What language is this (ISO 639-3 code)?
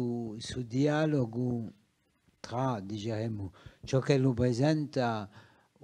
cos